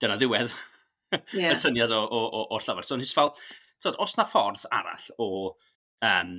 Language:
Welsh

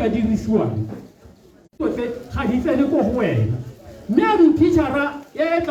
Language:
Tswana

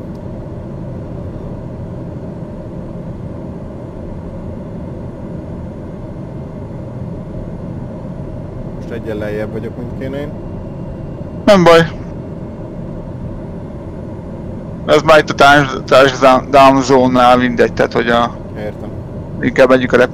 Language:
Hungarian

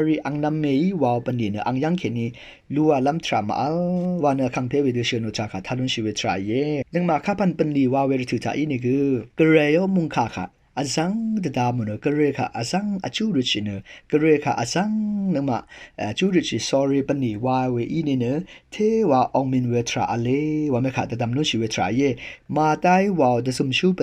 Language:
Rawang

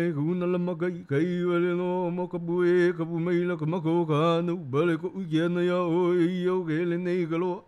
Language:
Hawaiian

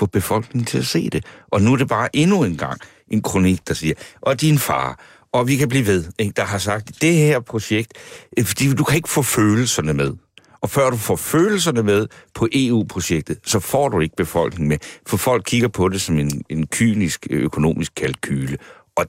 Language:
Danish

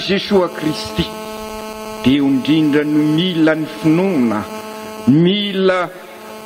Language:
Malagasy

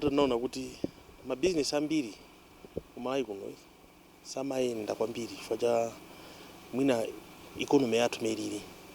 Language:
Nyanja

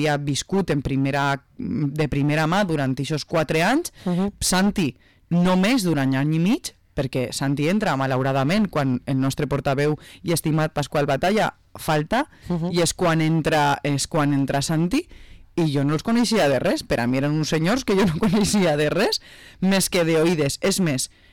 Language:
Catalan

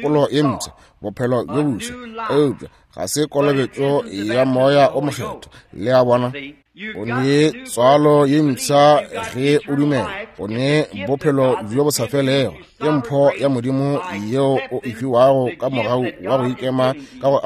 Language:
Northern Sotho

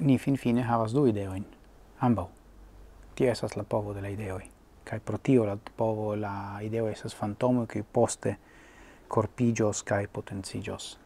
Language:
Esperanto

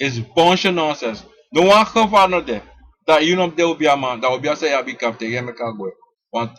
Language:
Sranan Tongo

